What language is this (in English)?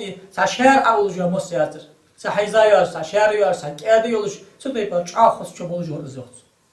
Ingush